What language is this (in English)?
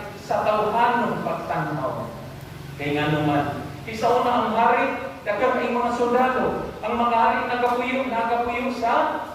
Cebuano